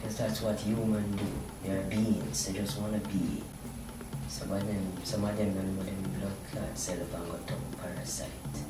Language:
Jamaican Creole English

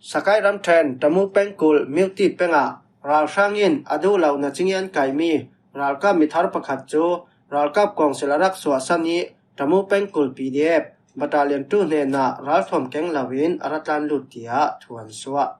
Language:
Falam Chin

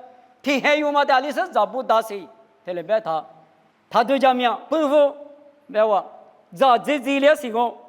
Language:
Lisu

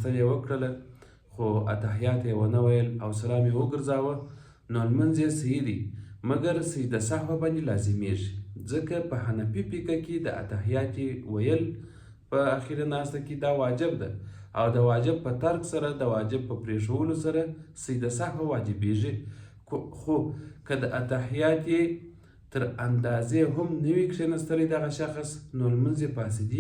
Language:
Pashto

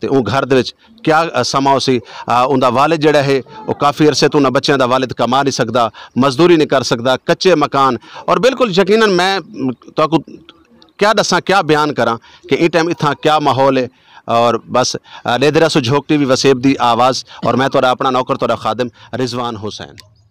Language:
Saraiki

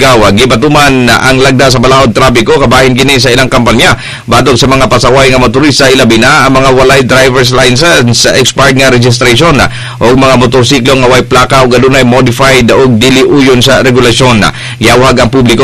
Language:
Cebuano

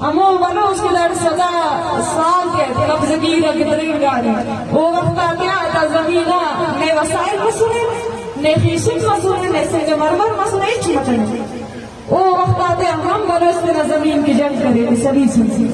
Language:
Eastern Balochi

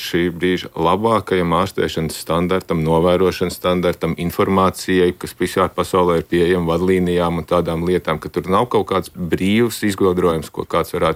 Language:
Latvian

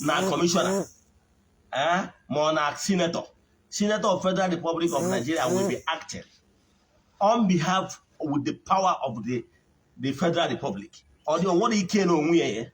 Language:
Igbo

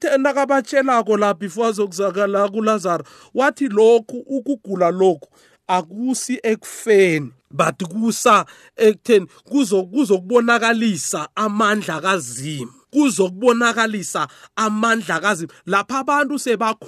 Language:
South Ndebele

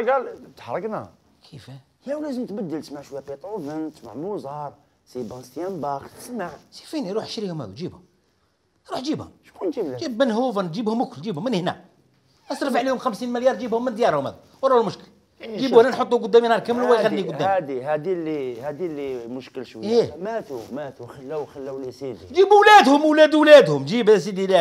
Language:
Algerian Arabic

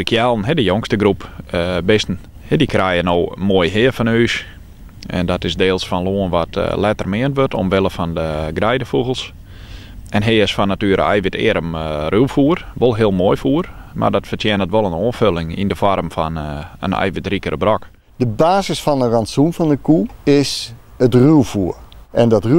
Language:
Western Frisian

